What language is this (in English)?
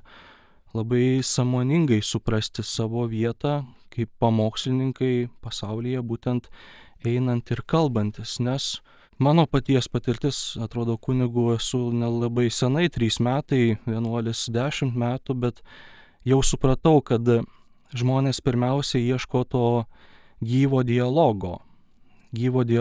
Lithuanian